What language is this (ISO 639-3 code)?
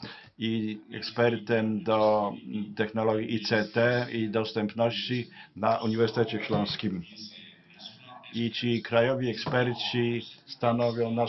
pol